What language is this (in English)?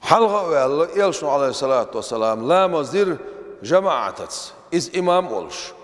Chechen